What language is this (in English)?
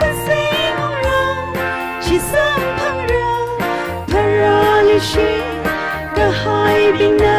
Tangkhul Naga (India)